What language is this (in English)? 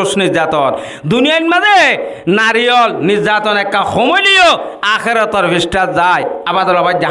Rohingya